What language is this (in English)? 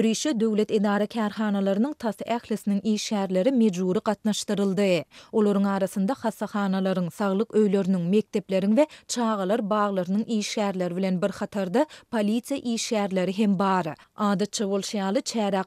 Turkmen